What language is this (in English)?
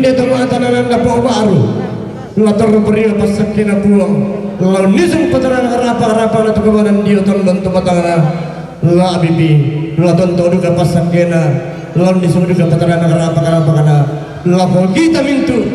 Toraja-Sa'dan